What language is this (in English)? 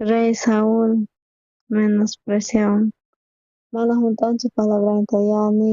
South Bolivian Quechua